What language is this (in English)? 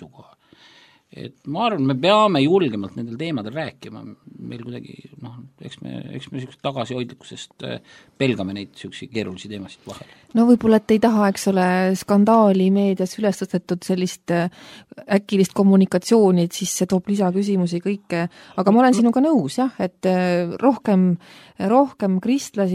Estonian